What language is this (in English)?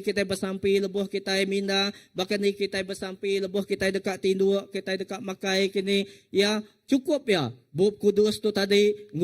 Iban